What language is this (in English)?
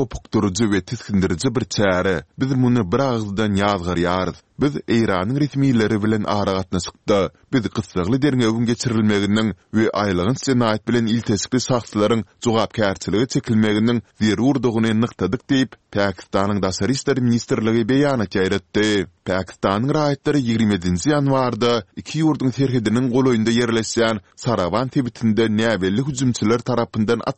Turkmen